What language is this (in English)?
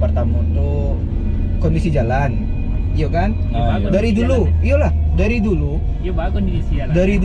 Minangkabau